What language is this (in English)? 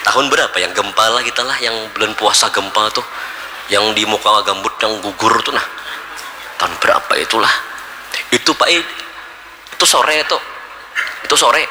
Banjar